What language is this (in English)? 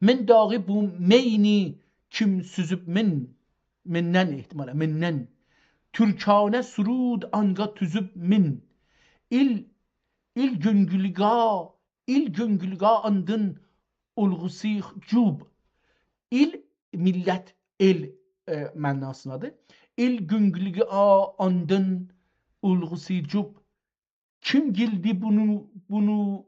South Azerbaijani